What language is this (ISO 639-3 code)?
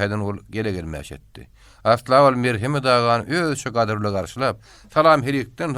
tuk